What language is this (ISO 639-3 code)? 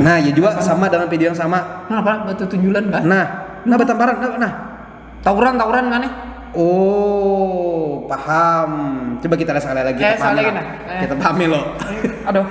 bjn